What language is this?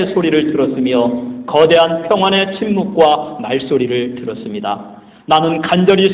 Korean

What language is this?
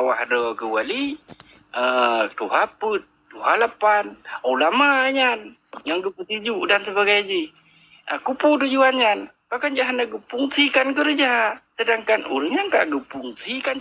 Achinese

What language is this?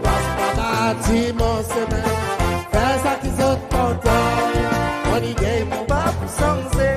Seselwa Creole French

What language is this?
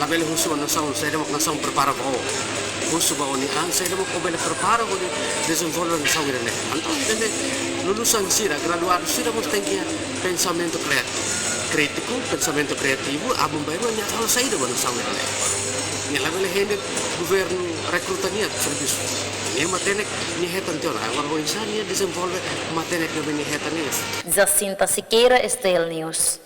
Tetum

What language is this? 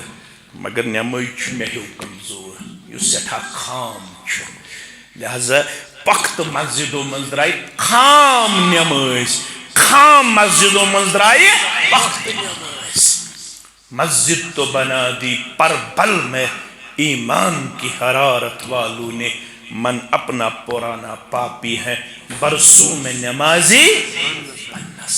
Kashmiri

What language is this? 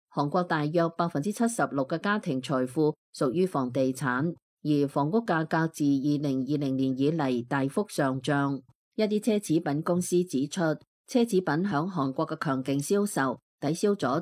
Cantonese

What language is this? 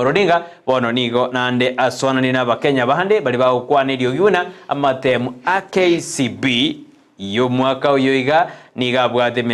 Gusii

